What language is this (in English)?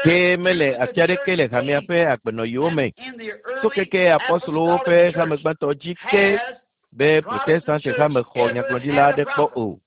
Ewe